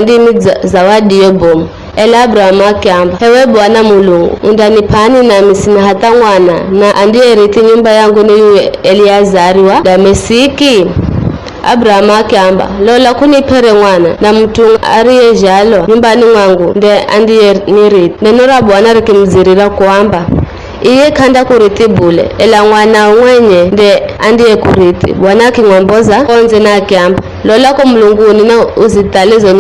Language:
Giryama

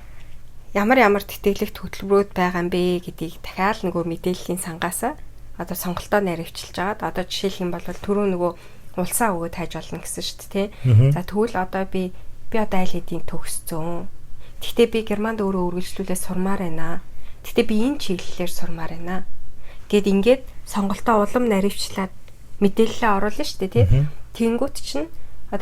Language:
Mongolian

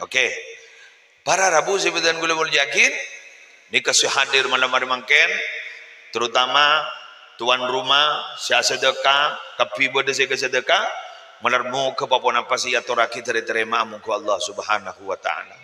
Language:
Madurese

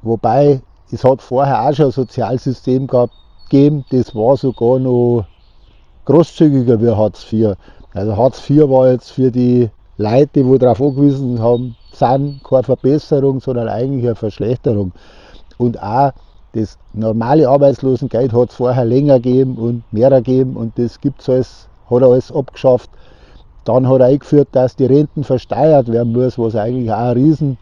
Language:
Bavarian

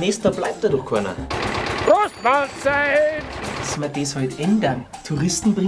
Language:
Bavarian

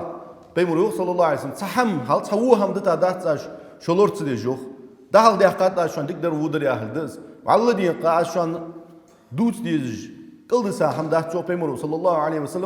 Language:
Ingush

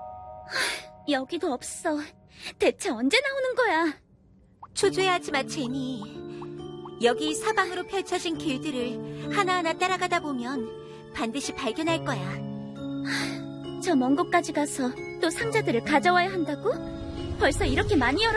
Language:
Korean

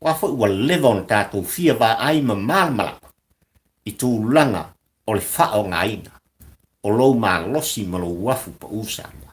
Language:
Samoan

